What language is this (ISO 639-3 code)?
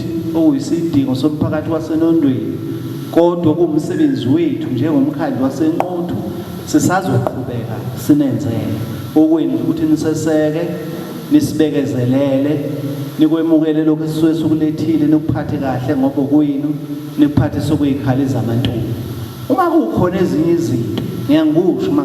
zul